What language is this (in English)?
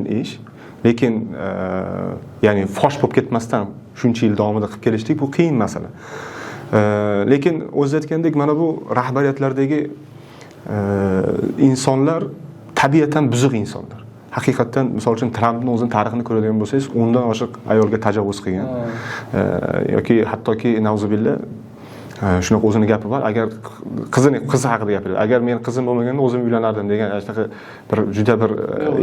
Uzbek